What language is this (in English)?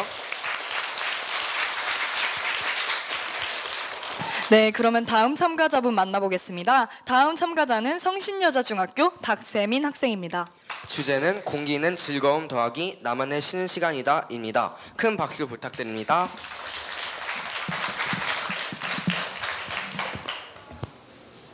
Korean